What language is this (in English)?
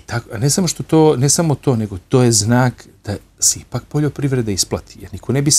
Serbian